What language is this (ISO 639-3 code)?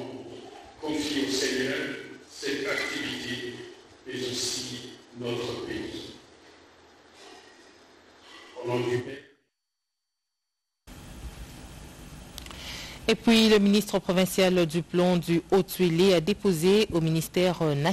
fra